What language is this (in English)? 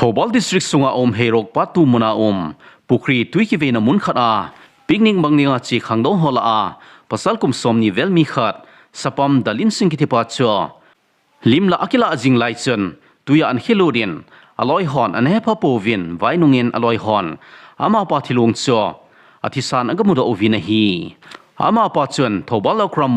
Thado Chin